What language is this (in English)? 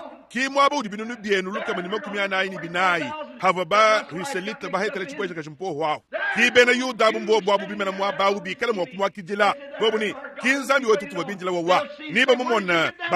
Luba-Lulua